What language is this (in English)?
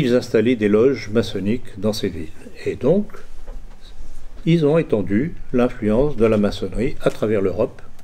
French